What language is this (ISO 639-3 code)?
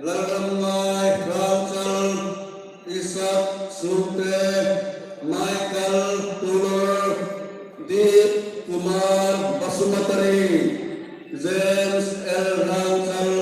hmr